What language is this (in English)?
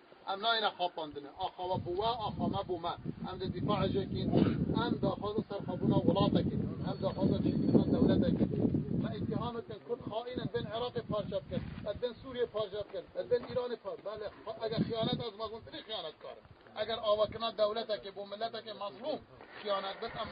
Kurdish